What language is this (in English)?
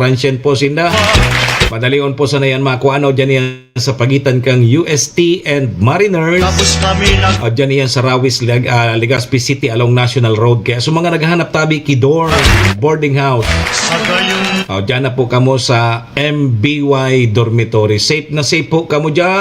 Bikol